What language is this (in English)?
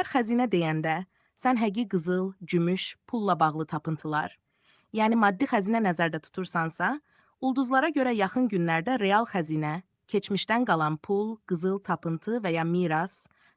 Azerbaijani